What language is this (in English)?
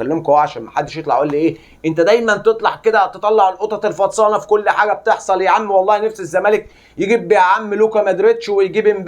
Egyptian Arabic